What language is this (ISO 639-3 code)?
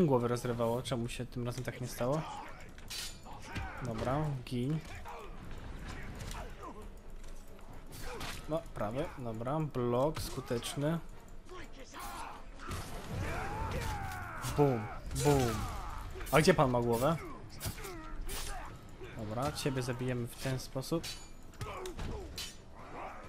pol